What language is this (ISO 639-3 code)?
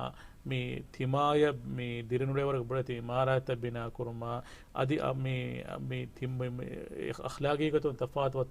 div